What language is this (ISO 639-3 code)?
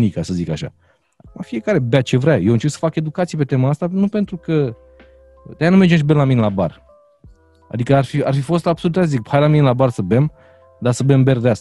ron